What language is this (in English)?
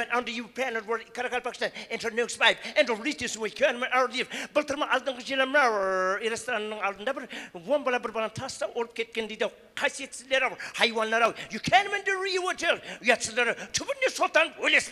Kara-Kalpak